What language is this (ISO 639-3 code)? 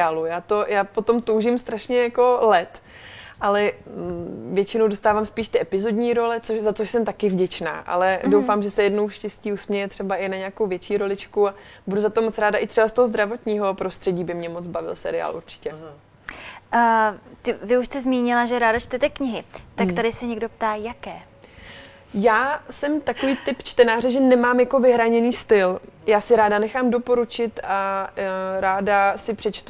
ces